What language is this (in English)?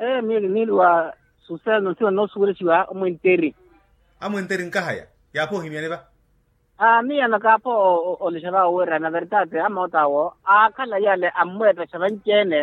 Makhuwa